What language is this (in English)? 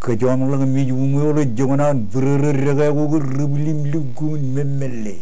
Marshallese